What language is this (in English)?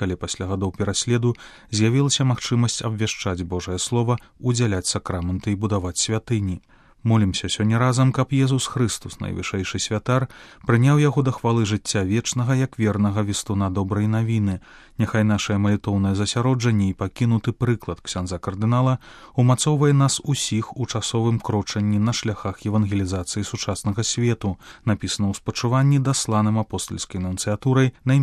Belarusian